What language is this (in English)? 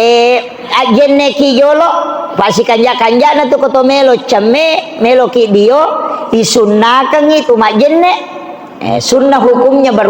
Buginese